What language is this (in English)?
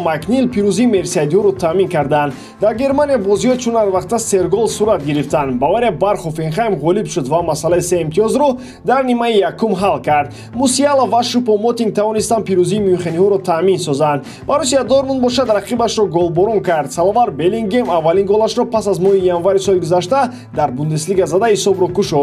Tajik